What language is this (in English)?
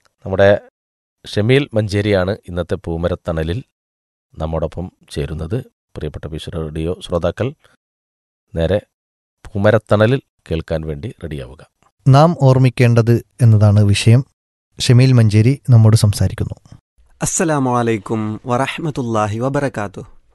Malayalam